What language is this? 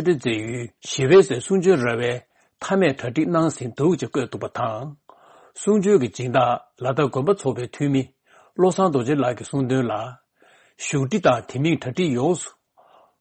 Tibetan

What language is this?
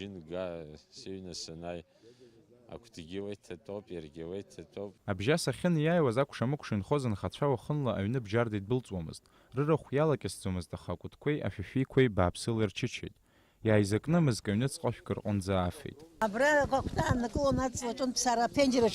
Abkhazian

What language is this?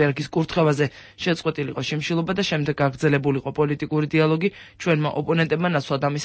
Georgian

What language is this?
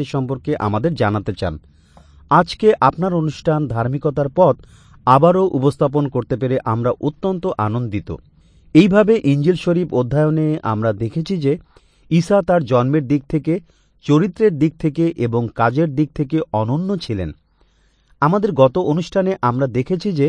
Bangla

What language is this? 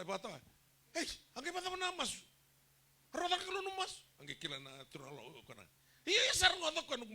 Fijian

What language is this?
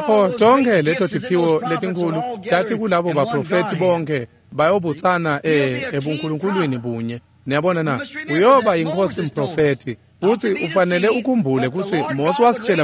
Swati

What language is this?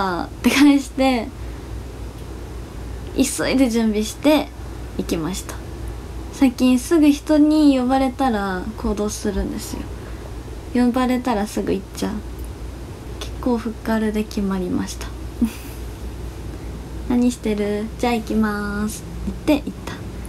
Japanese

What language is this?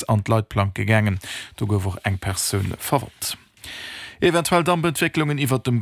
Luxembourgish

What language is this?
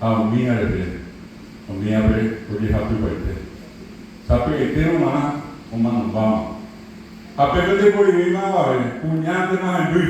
Guarani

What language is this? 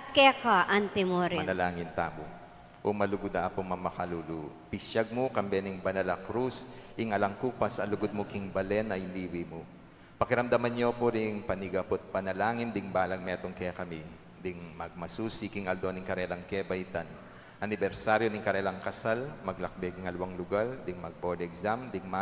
Pampanga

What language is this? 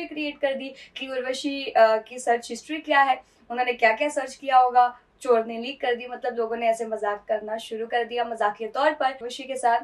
Hindi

